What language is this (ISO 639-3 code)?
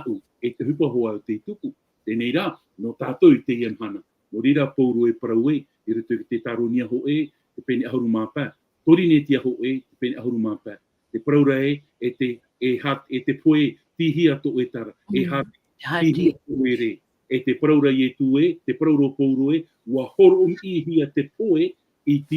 tah